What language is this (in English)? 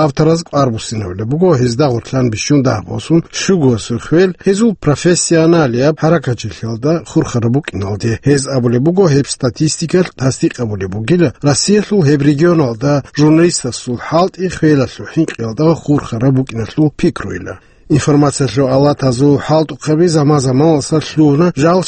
Avaric